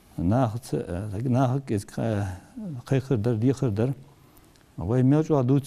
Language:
Ingush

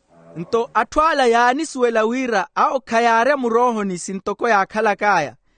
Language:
Makhuwa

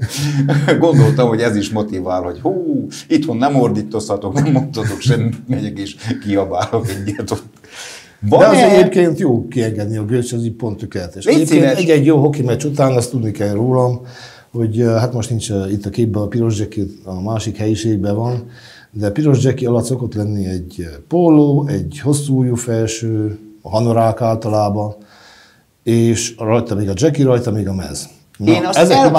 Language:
Hungarian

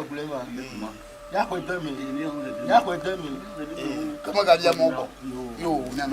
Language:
Ewe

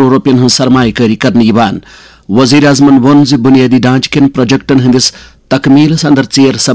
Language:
Kashmiri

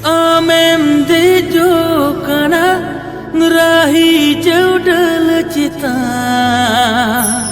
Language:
Santali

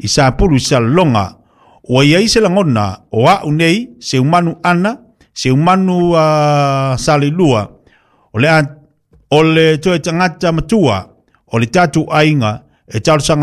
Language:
Samoan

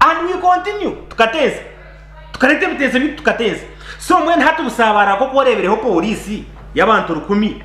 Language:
Nyankole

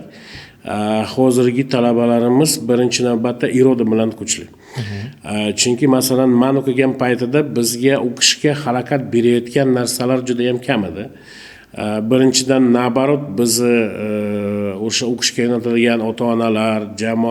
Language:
Uzbek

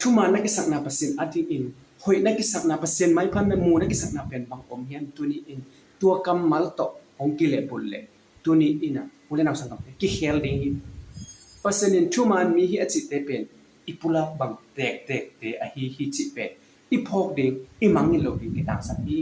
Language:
Tedim Chin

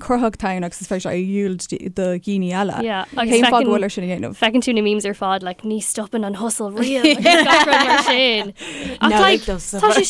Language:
Irish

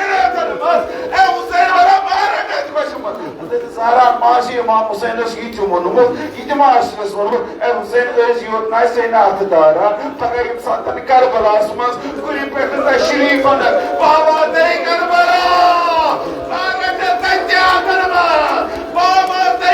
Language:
Kashmiri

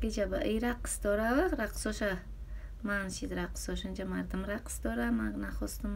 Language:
Tajik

